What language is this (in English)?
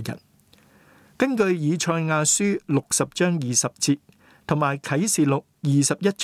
Cantonese